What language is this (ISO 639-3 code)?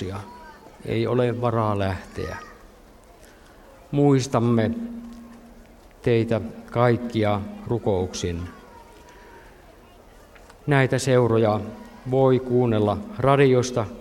fin